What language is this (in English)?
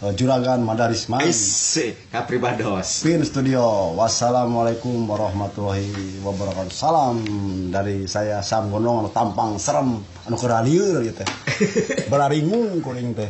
Sundanese